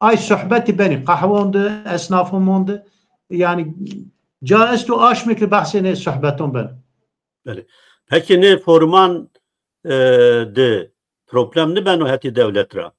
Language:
Zaza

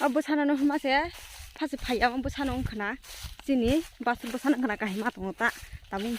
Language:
Kok Borok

